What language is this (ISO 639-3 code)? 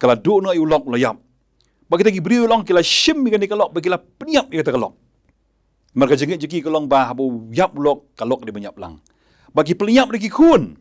kha